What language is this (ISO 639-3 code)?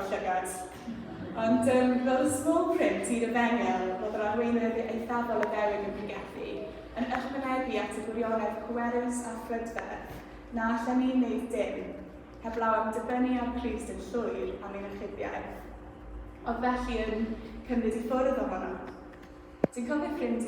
cym